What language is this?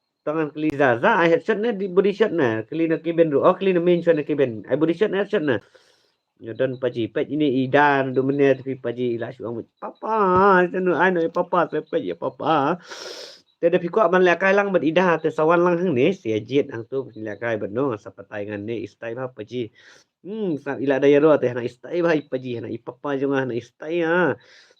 Khasi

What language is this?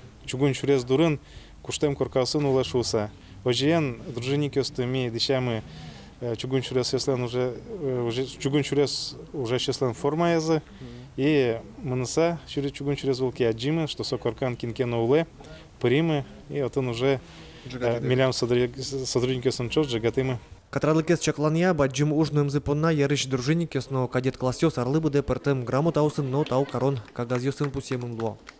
Udmurt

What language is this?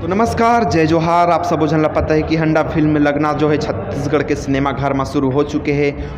Chhattisgarhi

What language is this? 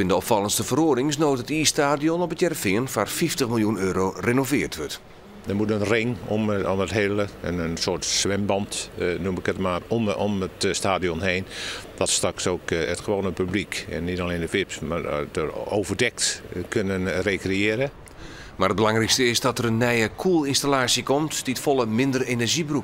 Western Frisian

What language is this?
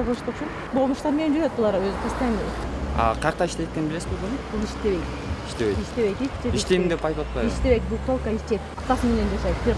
Kyrgyz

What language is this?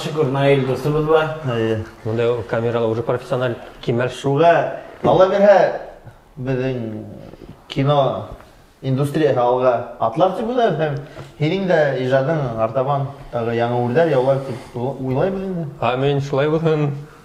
Bashkir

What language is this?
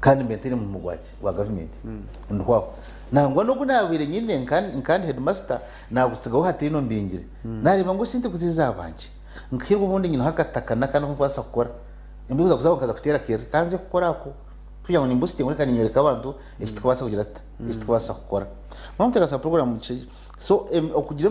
Nyankole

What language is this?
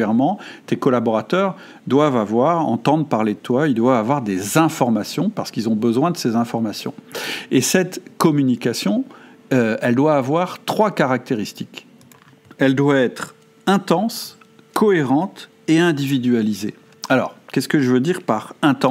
French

